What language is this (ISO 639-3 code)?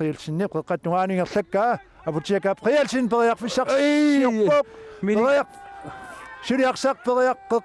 kal